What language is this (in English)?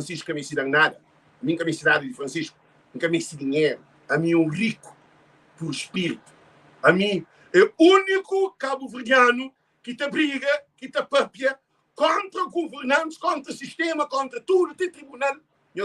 Kabuverdianu